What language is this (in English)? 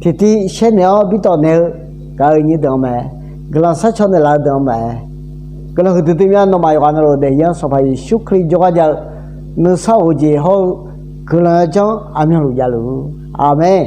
Akha